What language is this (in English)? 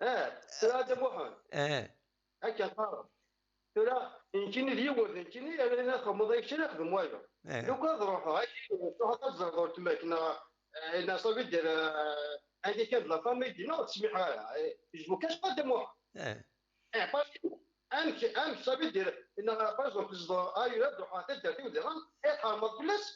Kabyle